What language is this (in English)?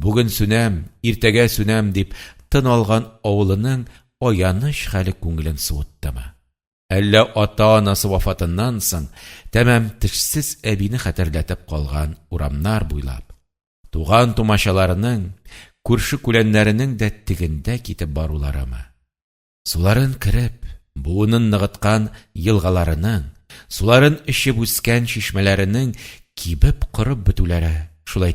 Tatar